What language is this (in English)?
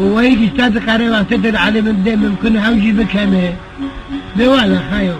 Kurdish